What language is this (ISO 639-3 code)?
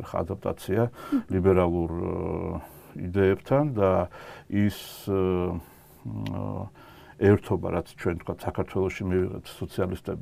kat